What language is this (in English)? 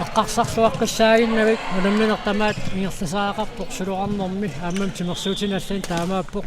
Kalaallisut